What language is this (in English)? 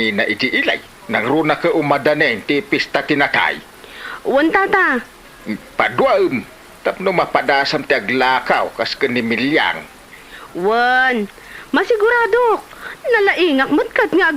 Iloko